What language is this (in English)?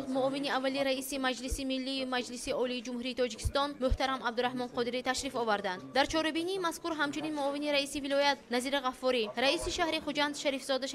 Tajik